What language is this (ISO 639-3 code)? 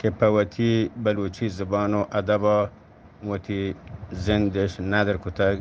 bgp